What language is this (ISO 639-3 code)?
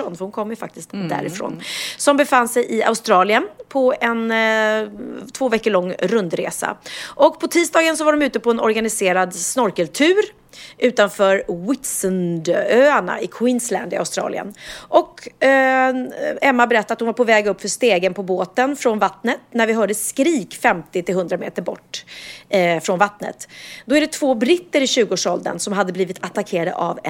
swe